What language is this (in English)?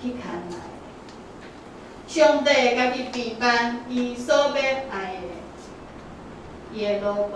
Min Nan Chinese